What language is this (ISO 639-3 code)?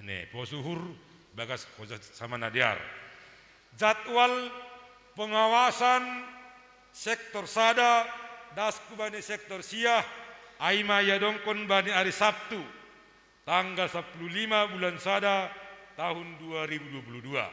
bts